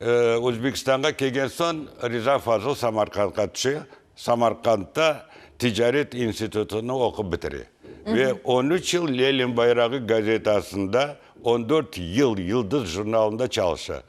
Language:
Crimean Tatar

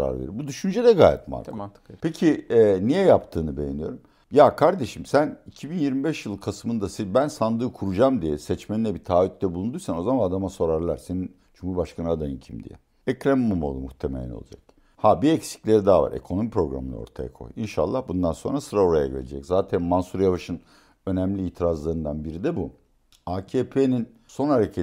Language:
Turkish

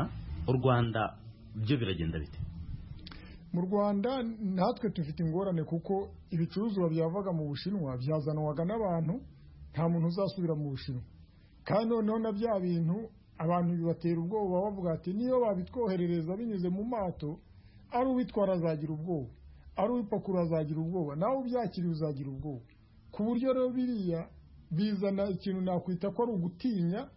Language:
Kinyarwanda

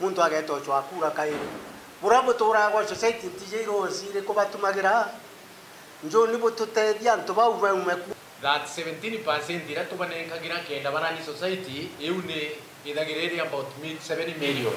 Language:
Meru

